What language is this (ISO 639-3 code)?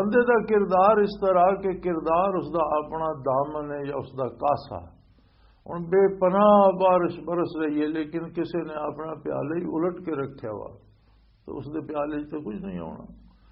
lah